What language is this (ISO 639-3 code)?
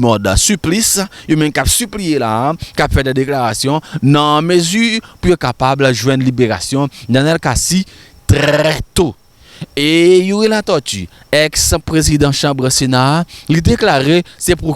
hat